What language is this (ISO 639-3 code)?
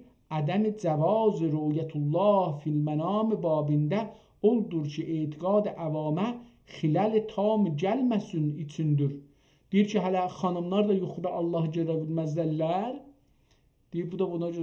azb